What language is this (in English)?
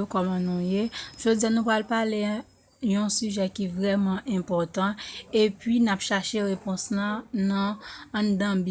Haitian Creole